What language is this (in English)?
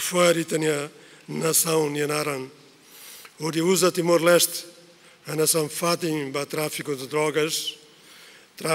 Tetum